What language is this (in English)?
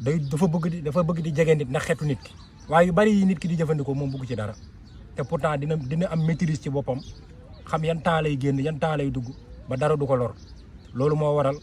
Wolof